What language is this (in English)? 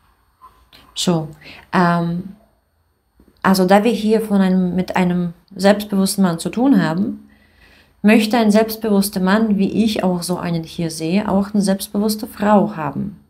German